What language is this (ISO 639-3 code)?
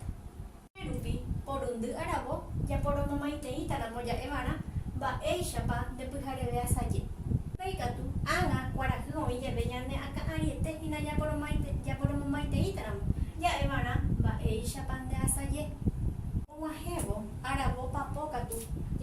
grn